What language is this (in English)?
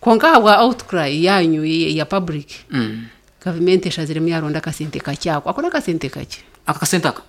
Nyankole